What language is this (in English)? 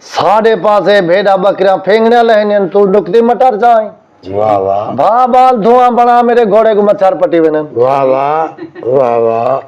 Saraiki